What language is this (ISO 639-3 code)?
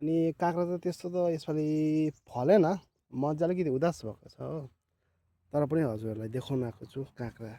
nep